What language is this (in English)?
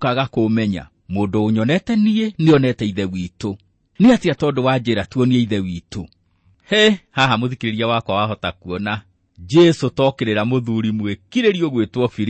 Kikuyu